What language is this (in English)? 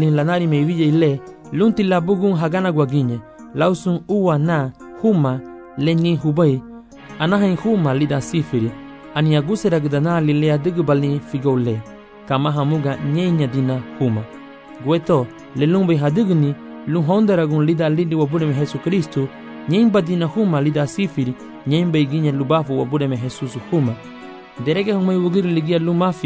Garifuna